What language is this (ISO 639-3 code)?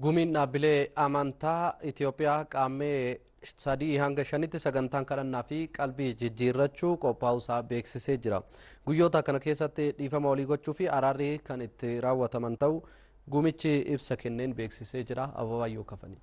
orm